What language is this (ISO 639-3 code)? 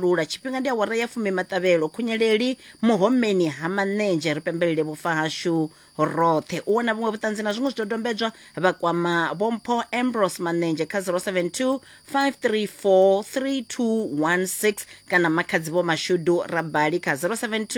ven